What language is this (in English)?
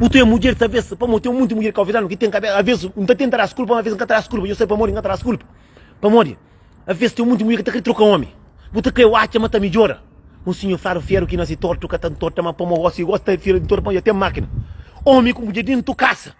Kabuverdianu